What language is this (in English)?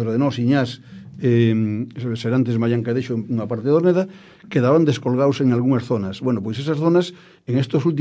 Galician